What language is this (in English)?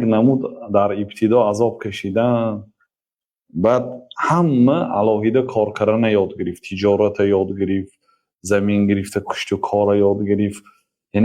Tajik